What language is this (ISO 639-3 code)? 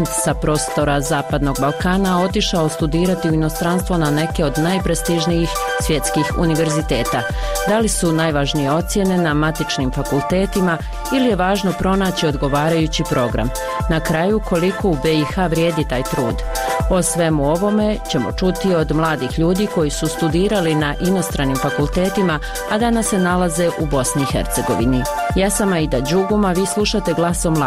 bos